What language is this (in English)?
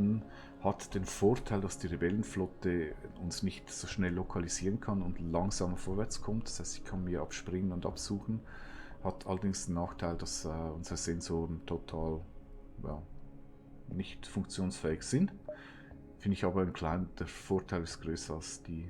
Swiss German